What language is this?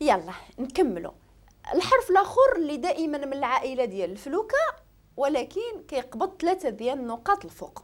Moroccan Arabic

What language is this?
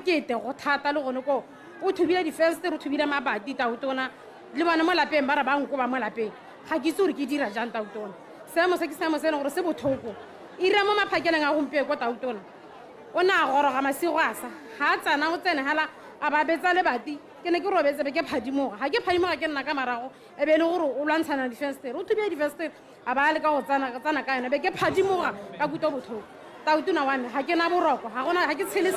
Tswana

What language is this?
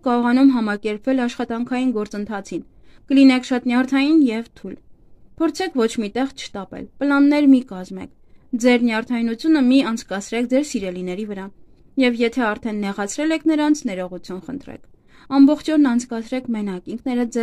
Armenian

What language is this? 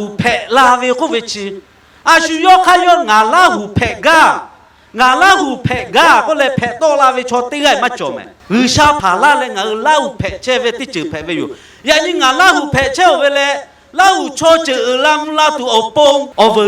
Lahu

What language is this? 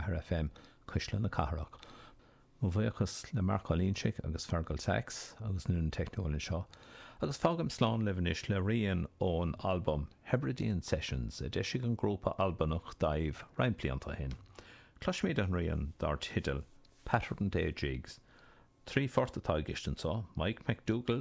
Irish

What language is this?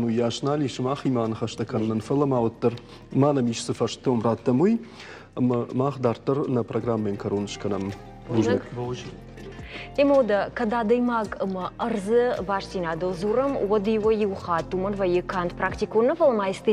Ossetic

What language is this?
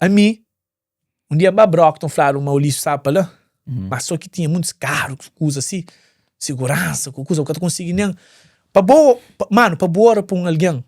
Kabuverdianu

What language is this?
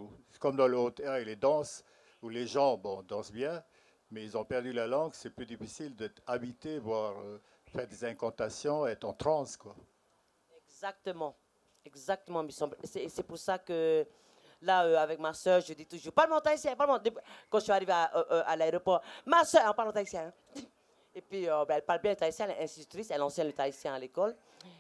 French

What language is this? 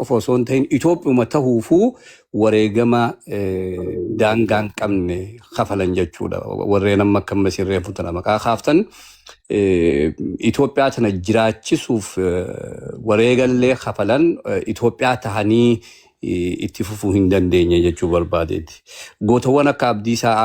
Oromo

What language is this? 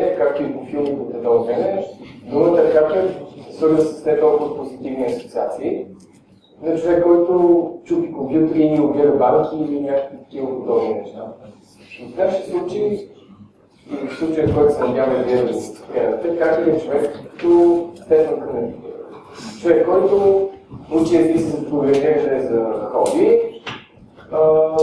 Bulgarian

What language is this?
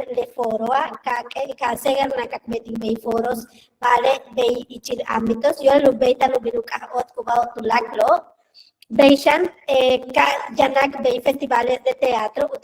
Yucateco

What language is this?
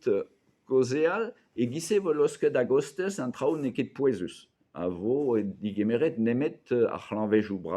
Breton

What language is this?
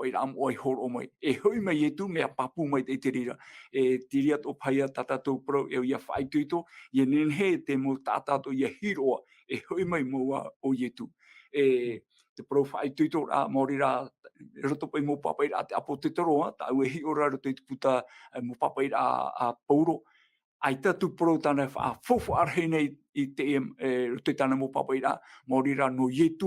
Tahitian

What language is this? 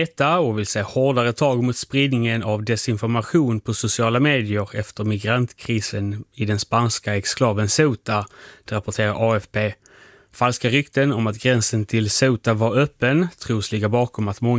Swedish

